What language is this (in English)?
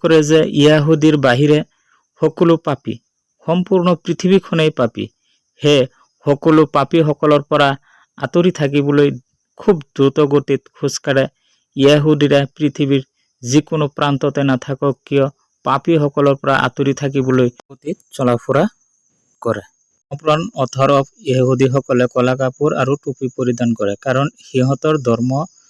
Assamese